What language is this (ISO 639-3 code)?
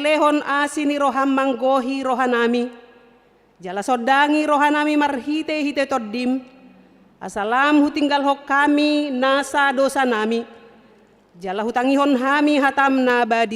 bbc